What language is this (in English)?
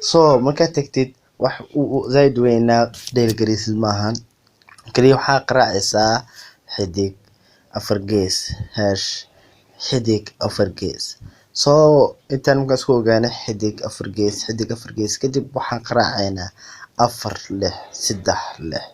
Somali